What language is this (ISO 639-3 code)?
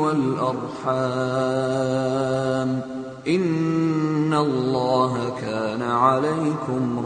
mal